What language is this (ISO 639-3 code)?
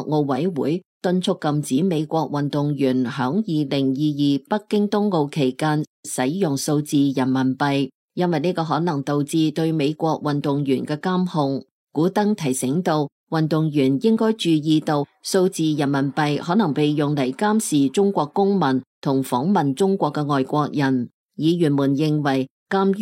yue